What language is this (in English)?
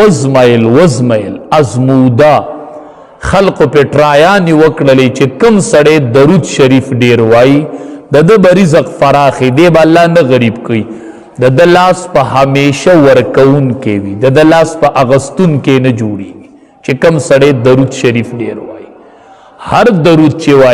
Pashto